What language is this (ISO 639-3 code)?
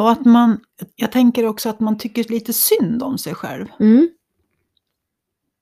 swe